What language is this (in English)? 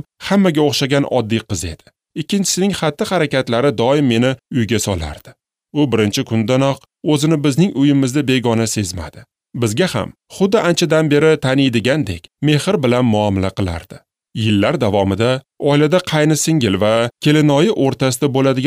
Uzbek